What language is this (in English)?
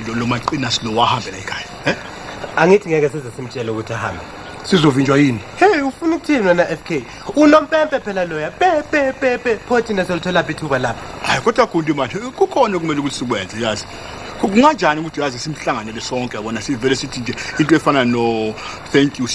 Zulu